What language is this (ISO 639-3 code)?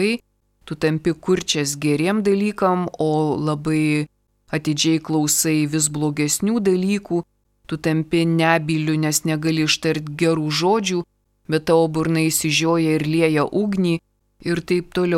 lit